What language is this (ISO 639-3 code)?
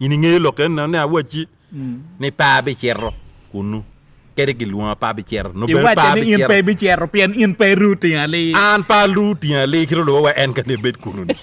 ach